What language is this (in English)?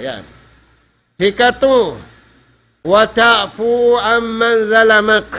Tausug